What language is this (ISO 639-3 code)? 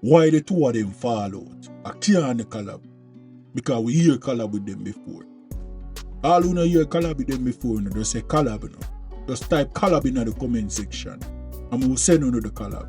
jam